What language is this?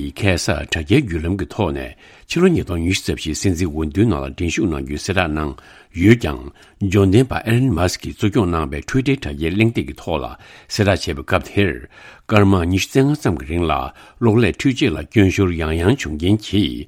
Tibetan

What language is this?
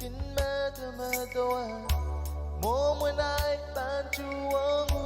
Pohnpeian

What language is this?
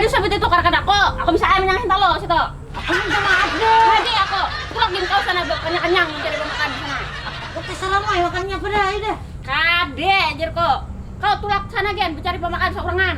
Banjar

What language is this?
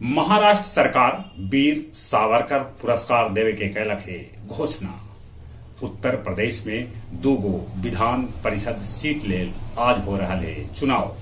Magahi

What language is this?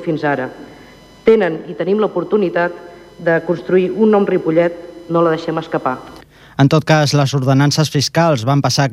Catalan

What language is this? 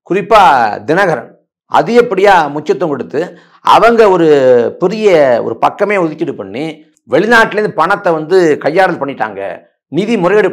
Tamil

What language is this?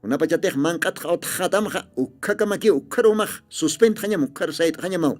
Aymara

